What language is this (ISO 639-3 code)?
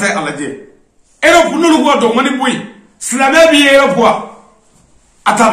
bam